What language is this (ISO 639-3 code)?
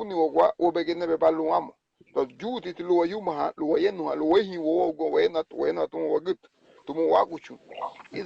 cab